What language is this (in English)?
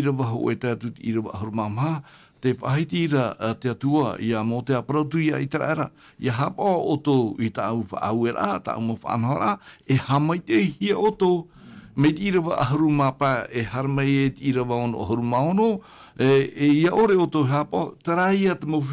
Tahitian